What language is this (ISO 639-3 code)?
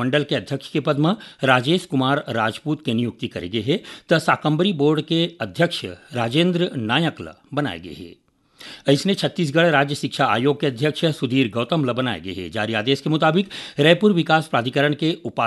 hne